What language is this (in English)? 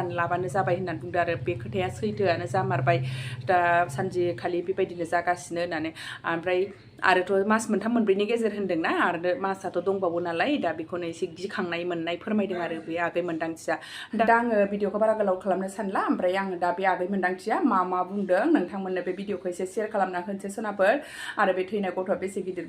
Bodo